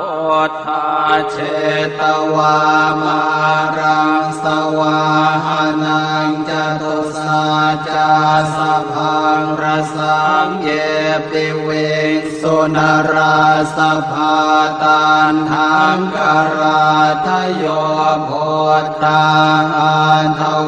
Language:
Pali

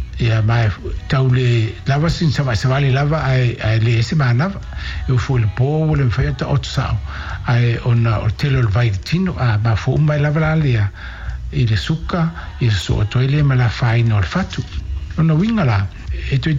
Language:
Samoan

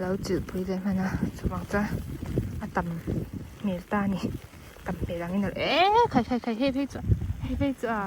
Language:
Mizo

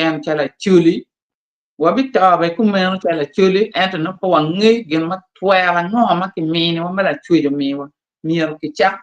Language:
Acoli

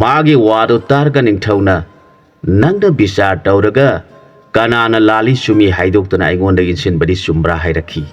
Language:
Manipuri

